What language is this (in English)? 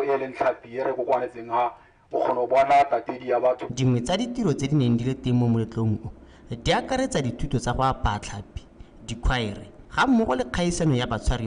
Tswana